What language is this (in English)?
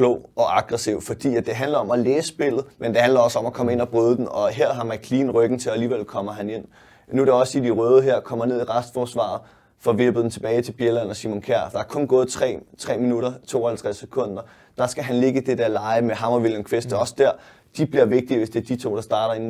Danish